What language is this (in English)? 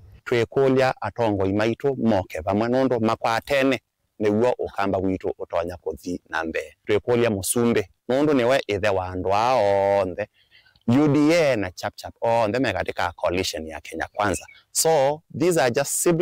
Kamba